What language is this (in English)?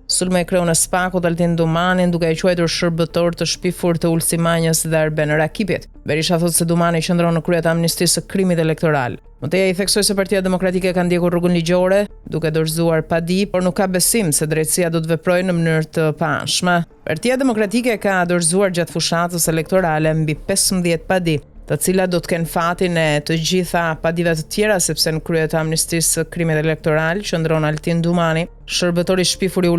Albanian